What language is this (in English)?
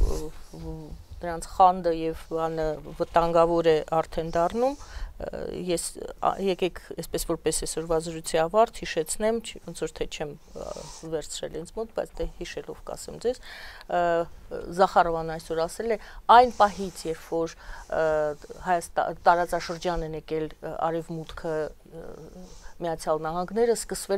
Armenian